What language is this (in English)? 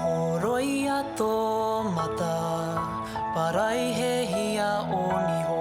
Māori